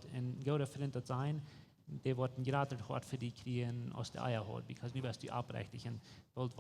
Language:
Plautdietsch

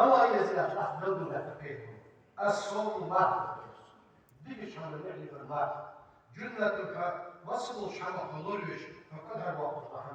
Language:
Ingush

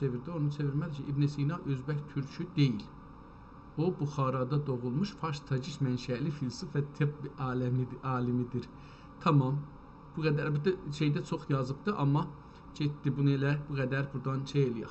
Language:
South Azerbaijani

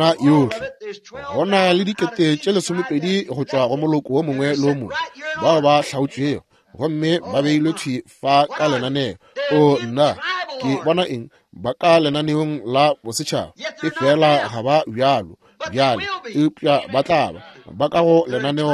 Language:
Northern Sotho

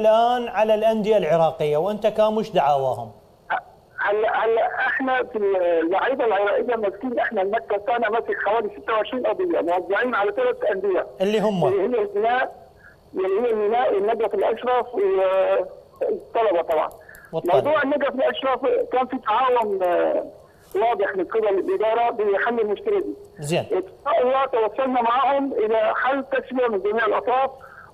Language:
Mesopotamian Arabic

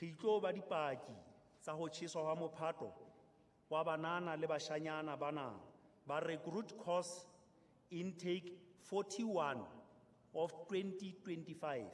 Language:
Southern Sotho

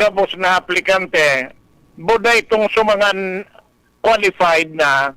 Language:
Bikol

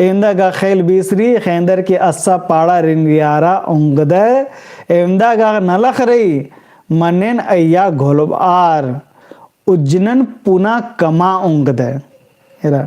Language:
Kurukh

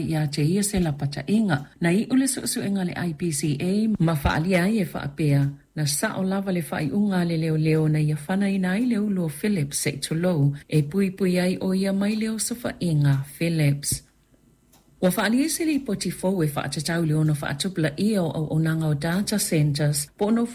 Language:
Samoan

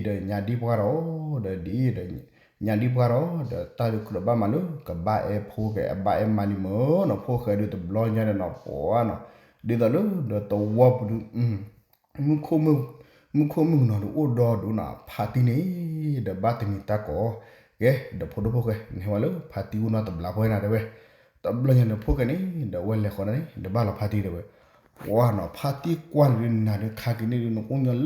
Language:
S'gaw Karen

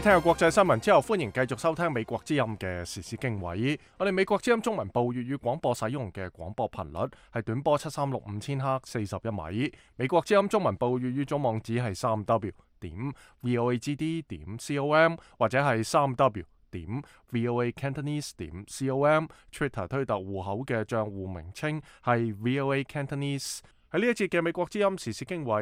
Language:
Cantonese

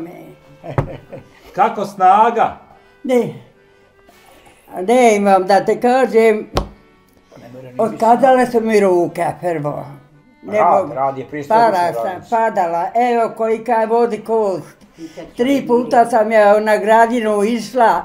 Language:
Bosnian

